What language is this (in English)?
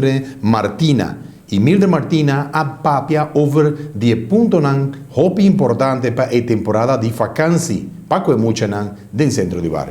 Papiamento